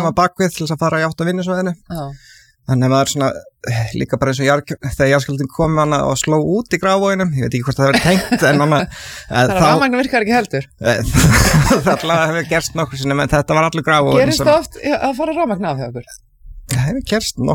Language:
Icelandic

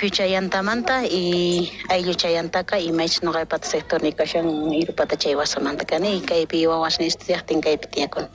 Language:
South Bolivian Quechua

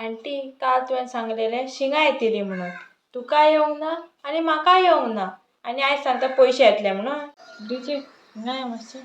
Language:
Konkani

